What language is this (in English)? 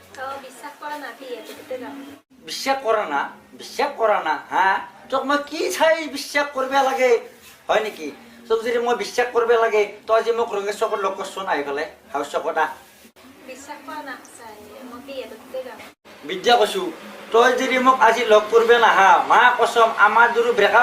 Assamese